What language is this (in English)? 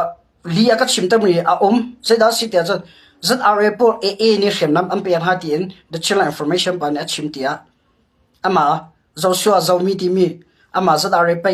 Hakha Chin